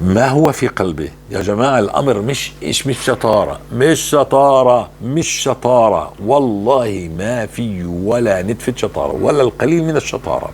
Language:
North Levantine Arabic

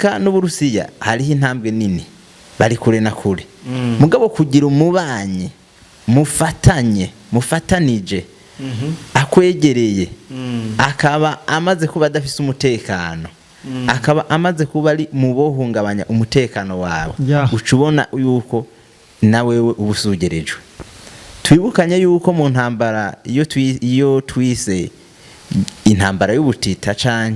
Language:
Rundi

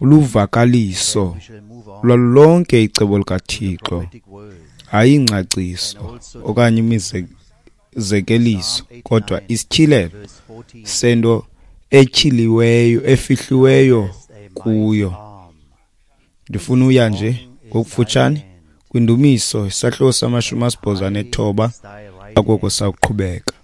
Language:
Xhosa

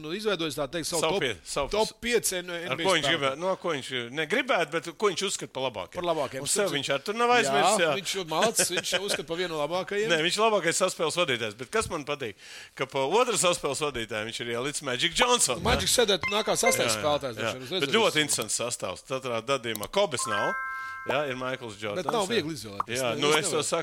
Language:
Latvian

